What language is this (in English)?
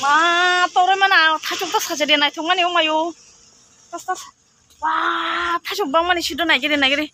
Kok Borok